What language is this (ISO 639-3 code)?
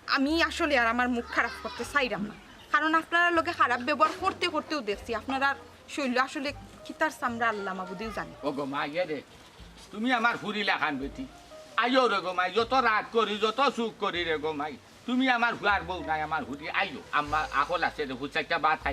syl